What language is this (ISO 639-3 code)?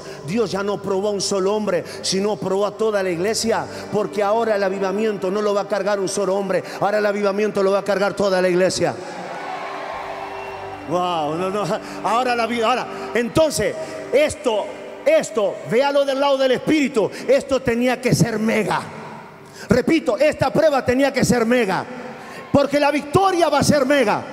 spa